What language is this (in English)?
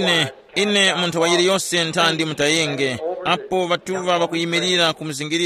Tumbuka